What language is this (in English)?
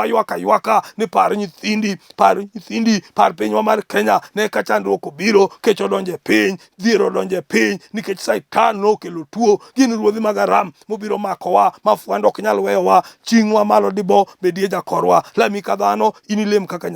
Luo (Kenya and Tanzania)